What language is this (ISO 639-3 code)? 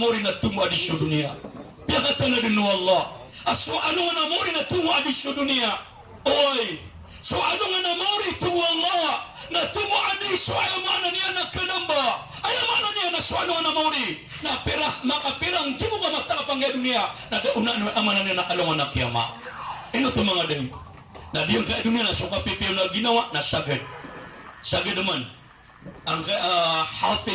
mrw